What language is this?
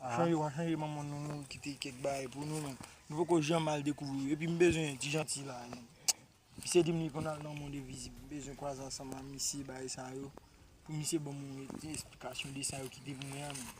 Haitian Creole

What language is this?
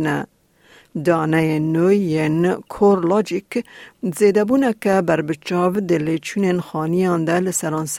Kurdish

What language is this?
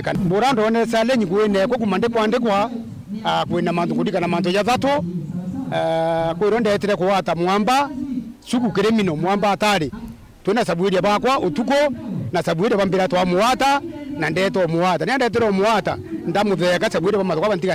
Meru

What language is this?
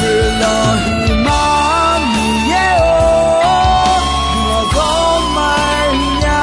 Akha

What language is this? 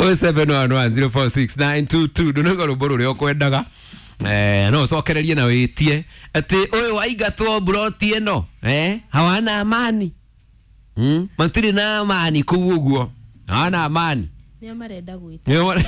Kikuyu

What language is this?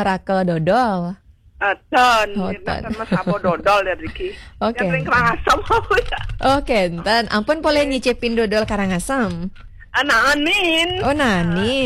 Balinese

